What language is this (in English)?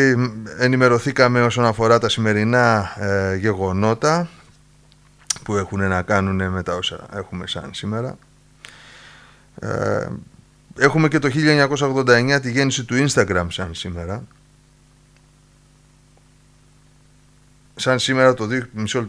Greek